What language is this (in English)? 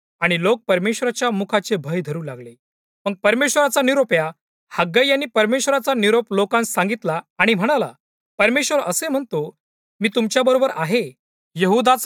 Marathi